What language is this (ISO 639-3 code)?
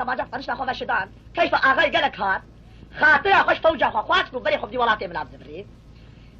kur